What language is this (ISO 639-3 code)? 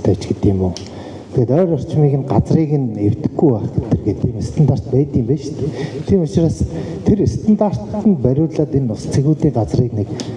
mon